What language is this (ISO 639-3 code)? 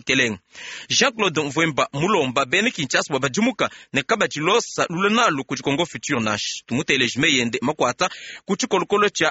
lua